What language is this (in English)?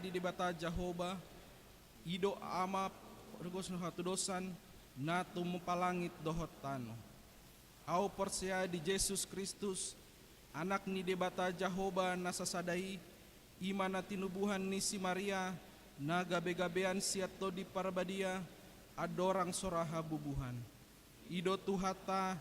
Batak Toba